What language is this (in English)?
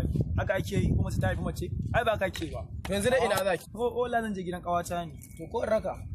Hausa